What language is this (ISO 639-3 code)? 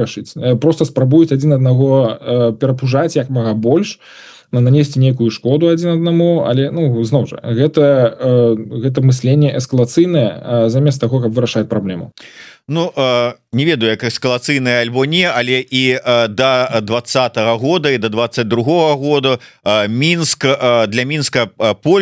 bel